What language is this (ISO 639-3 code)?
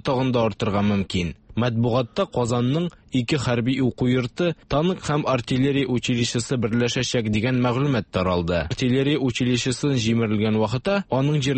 tat